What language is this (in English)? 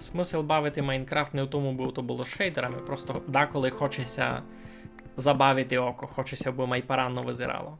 Rusyn